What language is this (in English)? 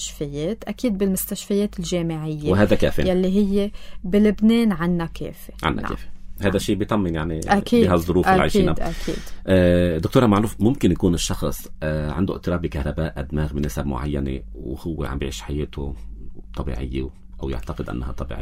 North Levantine Arabic